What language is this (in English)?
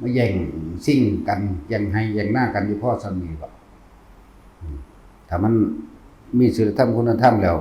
Northeastern Thai